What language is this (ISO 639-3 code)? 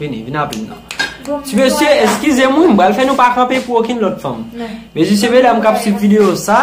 hat